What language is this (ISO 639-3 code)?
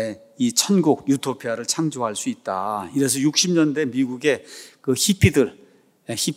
kor